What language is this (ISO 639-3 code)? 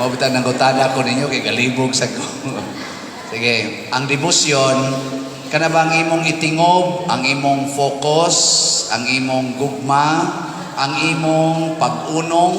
ceb